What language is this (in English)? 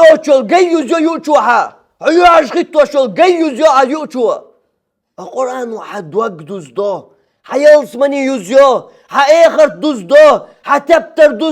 Chechen